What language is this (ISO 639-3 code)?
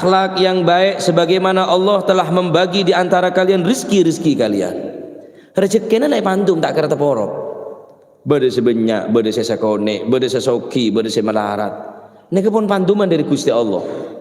mad